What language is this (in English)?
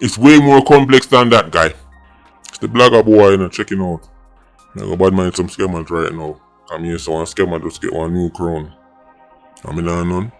Jamaican Creole English